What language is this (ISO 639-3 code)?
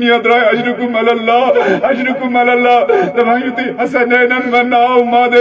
kas